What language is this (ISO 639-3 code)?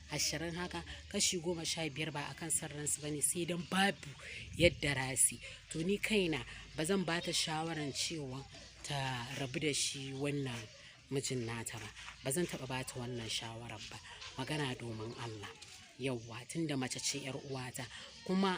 hau